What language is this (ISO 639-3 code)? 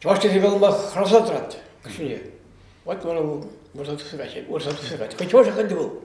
chv